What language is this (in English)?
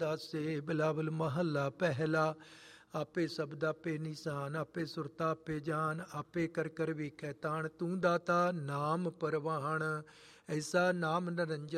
Punjabi